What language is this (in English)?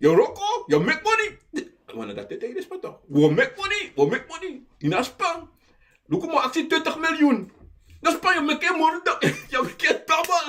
Sranan Tongo